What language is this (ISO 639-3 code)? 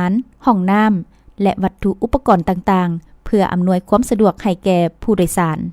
lao